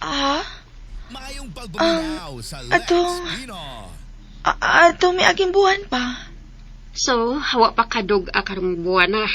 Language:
Cebuano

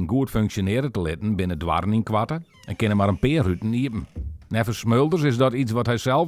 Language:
Western Frisian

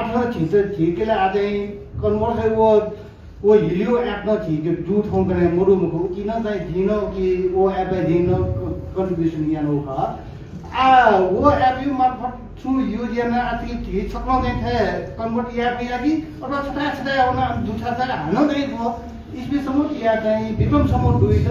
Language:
Newari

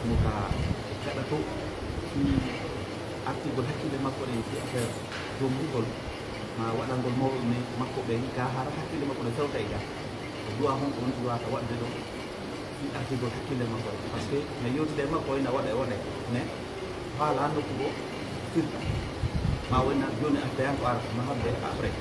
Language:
Pular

